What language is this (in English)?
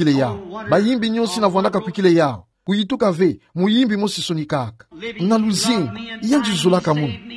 Kituba (Democratic Republic of Congo)